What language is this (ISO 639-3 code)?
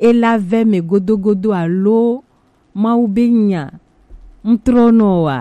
gej